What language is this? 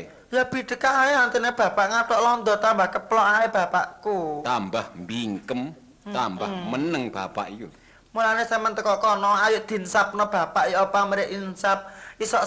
Javanese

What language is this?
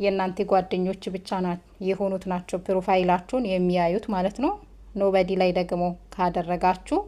Amharic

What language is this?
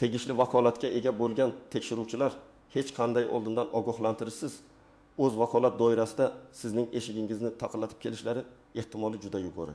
Uzbek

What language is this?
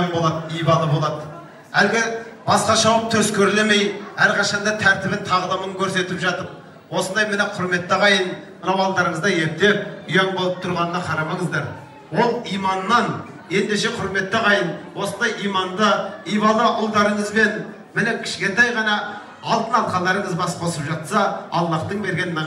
Kazakh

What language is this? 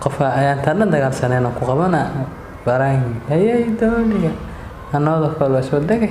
Somali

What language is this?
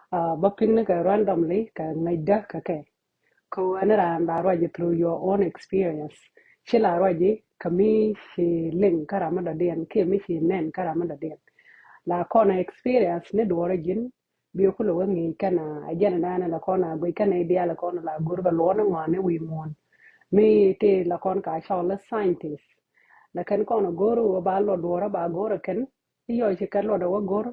Nuer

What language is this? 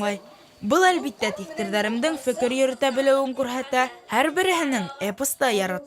Bashkir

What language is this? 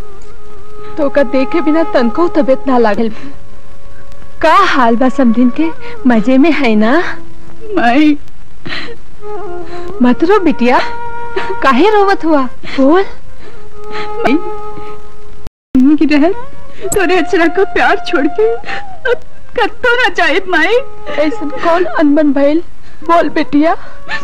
Bhojpuri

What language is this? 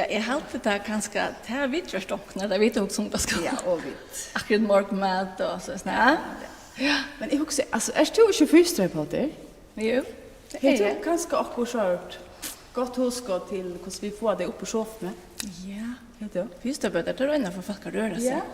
Faroese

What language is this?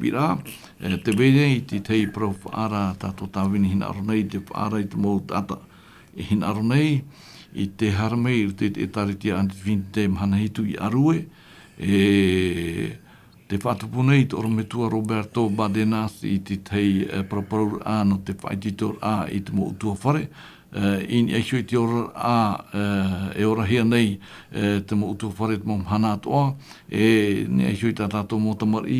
Tahitian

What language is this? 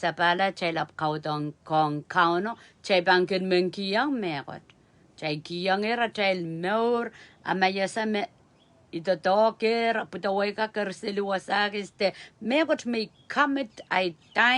Pohnpeian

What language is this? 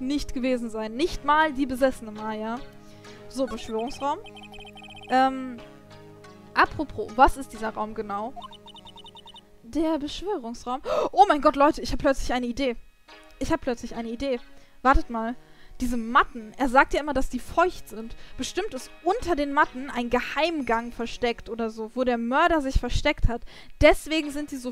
German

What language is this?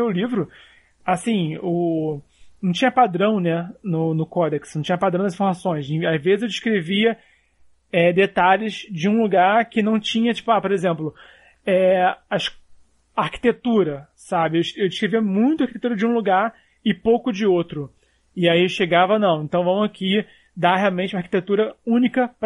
Portuguese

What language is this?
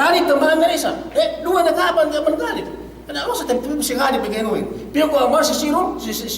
Yakan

